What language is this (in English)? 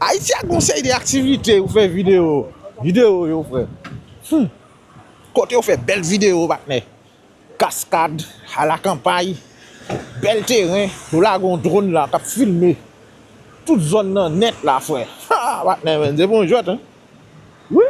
Haitian Creole